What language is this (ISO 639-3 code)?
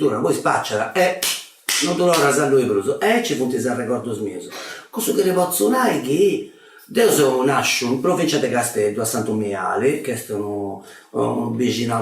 srd